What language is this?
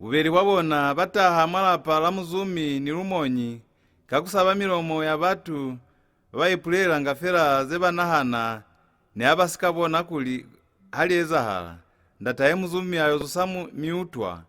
Lozi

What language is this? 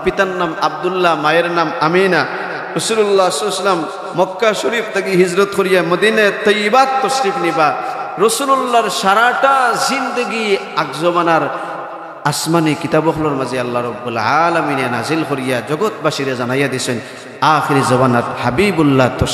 Sylheti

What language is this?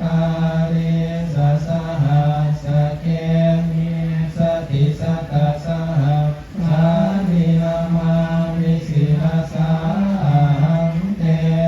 Pali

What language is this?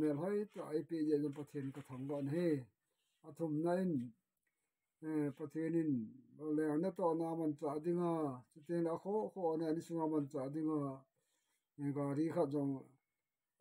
Thado Chin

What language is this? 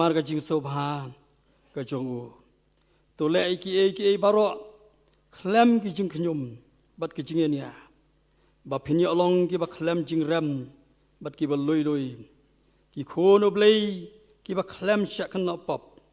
Khasi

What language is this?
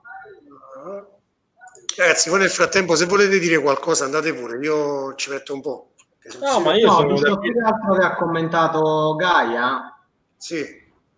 Italian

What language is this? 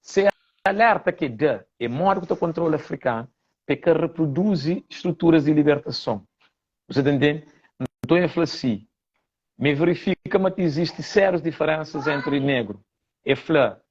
Kabuverdianu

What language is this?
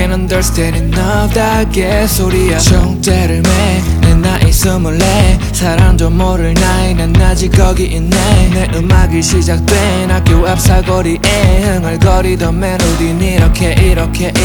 Korean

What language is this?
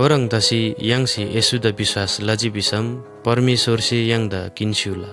Eastern Tamang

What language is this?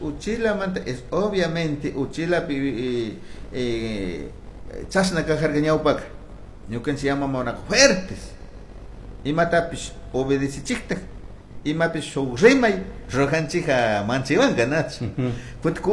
Chimborazo Highland Quichua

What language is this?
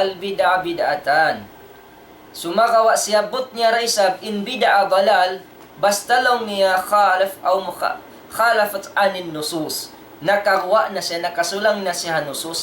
Tausug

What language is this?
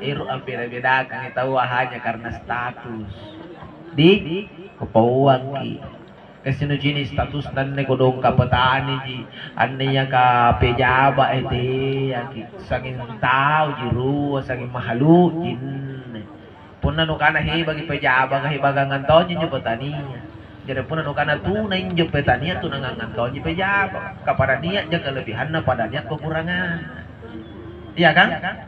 Makasar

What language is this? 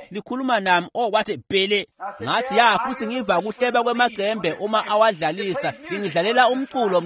Swati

